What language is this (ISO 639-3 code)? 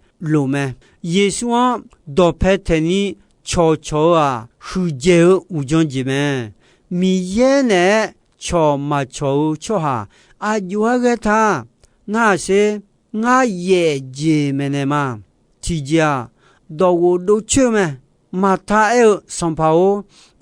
ahk